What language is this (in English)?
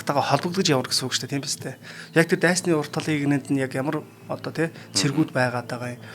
Mongolian